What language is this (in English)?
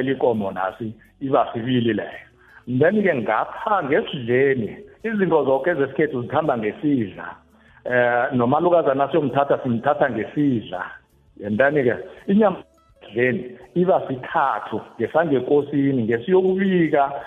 South Ndebele